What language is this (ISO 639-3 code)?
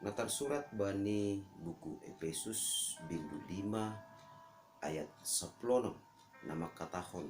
bts